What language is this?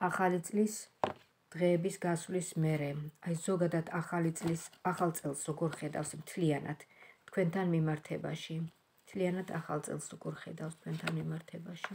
Georgian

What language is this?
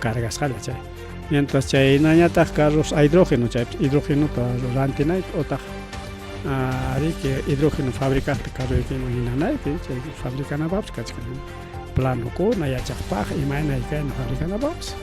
Ayacucho Quechua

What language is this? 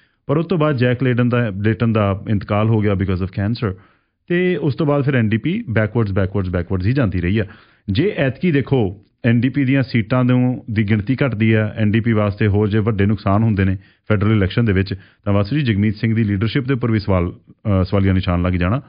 Punjabi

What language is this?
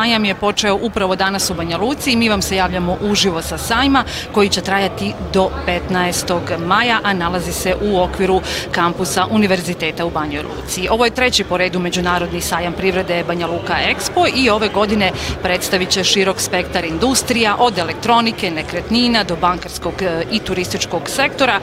Bosnian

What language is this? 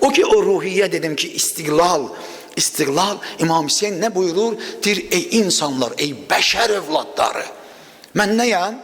Azerbaijani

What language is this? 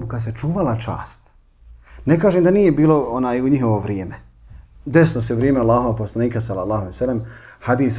Bosnian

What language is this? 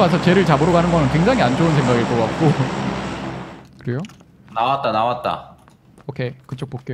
Korean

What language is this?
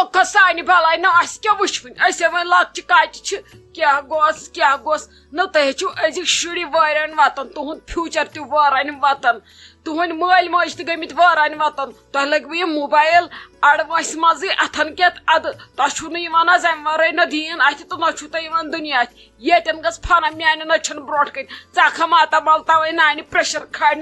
Kashmiri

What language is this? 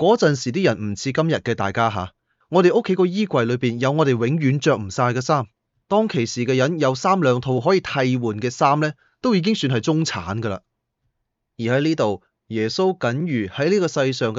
Cantonese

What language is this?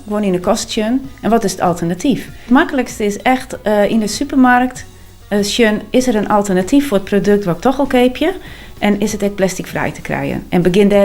Western Frisian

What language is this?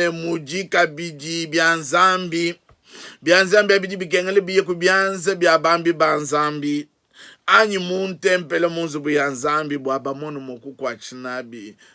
Luba-Lulua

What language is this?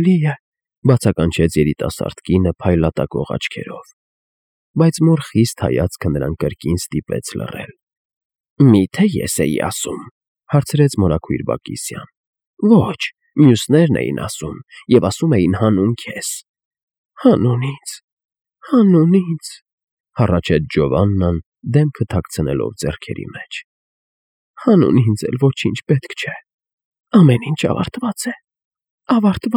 Armenian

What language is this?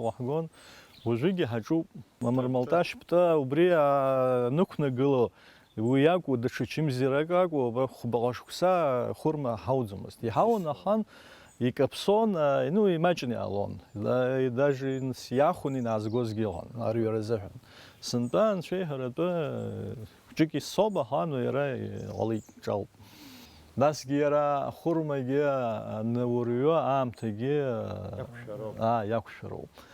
Abkhazian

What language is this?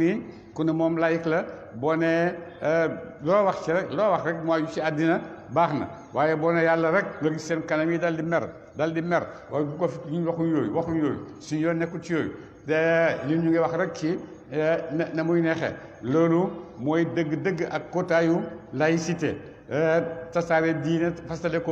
Wolof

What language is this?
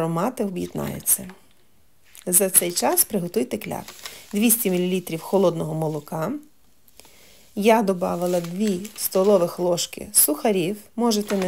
Ukrainian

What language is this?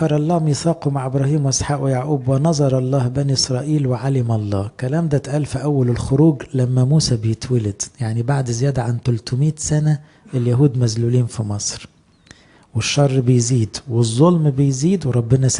Egyptian Arabic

